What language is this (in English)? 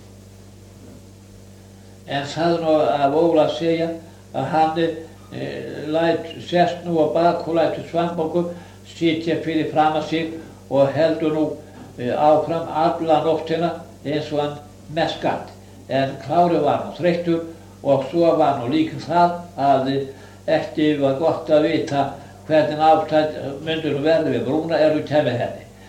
Icelandic